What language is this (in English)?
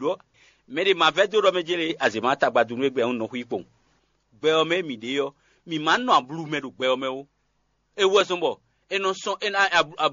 Fon